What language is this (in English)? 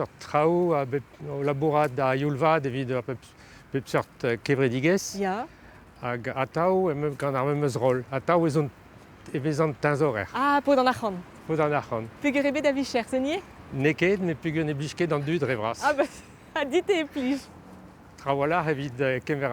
Breton